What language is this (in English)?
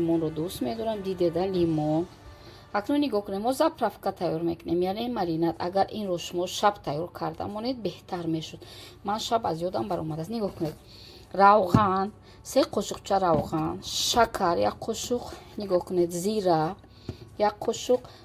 Tajik